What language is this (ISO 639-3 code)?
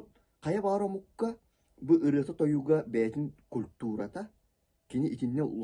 sah